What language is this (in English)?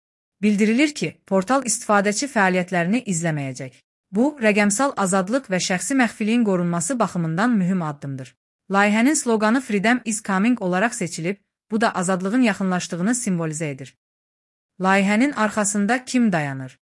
Azerbaijani